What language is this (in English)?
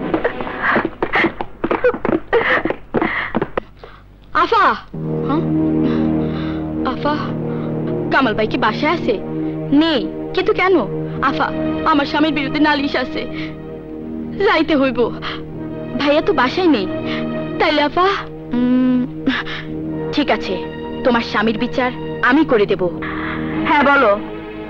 Bangla